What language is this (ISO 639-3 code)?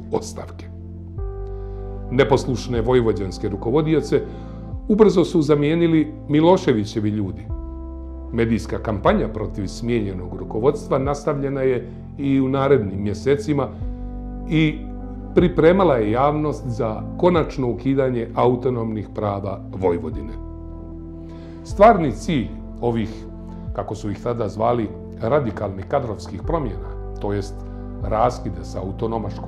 bos